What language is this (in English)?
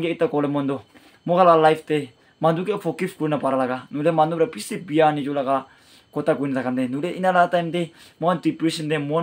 Naga Pidgin